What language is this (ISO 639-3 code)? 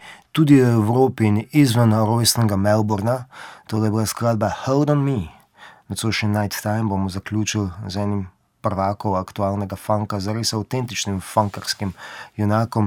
mkd